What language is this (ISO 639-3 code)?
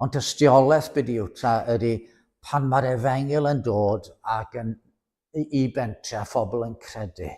cym